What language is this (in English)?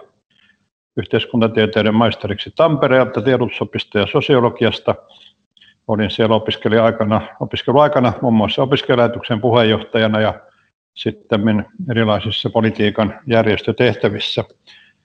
Finnish